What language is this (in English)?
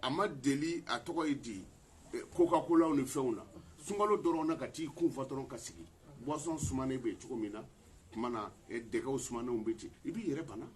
Bambara